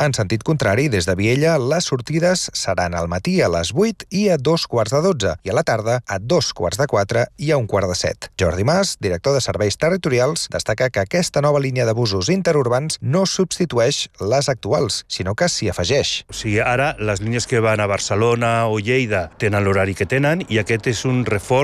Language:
Catalan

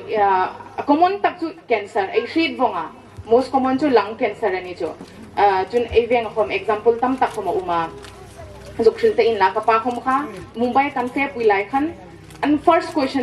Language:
Hmar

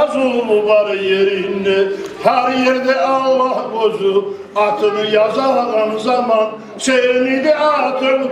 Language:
Kumyk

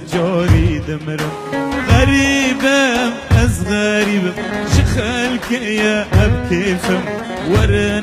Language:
Kurdish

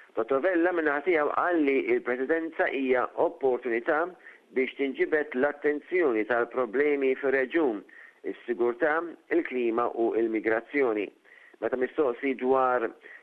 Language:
Maltese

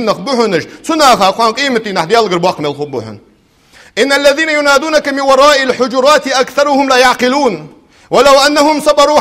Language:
Ingush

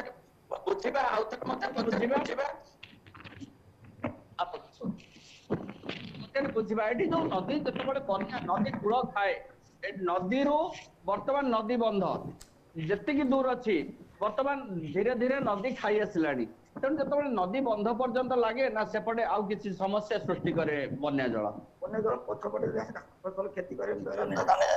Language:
Odia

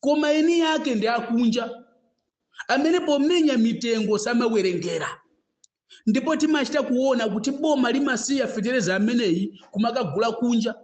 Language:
Nyanja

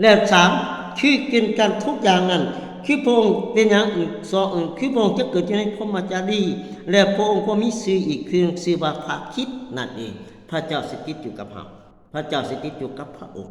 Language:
Lao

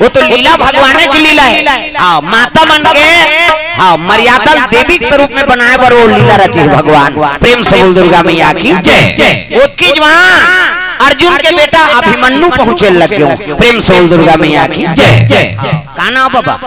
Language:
Chhattisgarhi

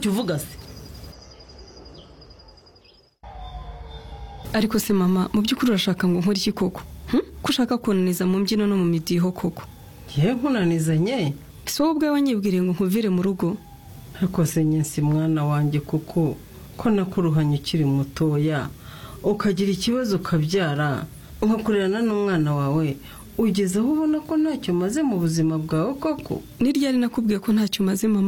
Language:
Kinyarwanda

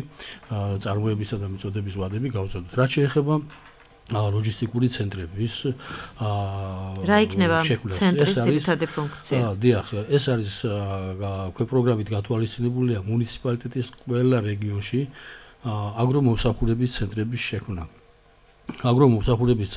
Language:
Georgian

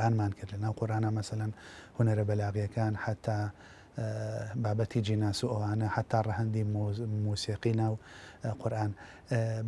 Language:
Central Kurdish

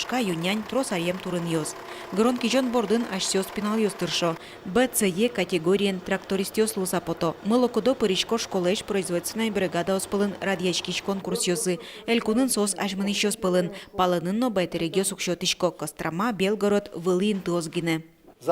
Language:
Udmurt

